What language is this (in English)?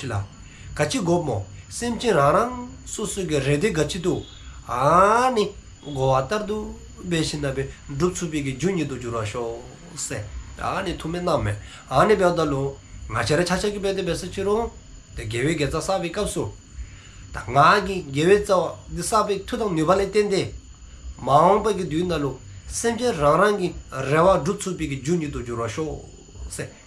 Dzongkha